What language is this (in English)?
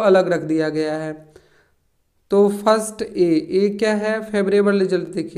Hindi